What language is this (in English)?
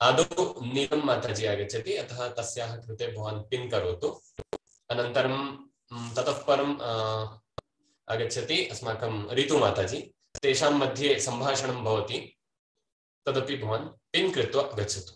Sanskrit